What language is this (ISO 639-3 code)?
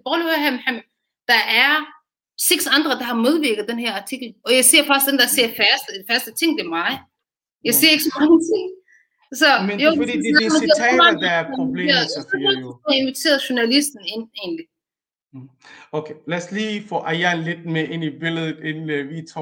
dan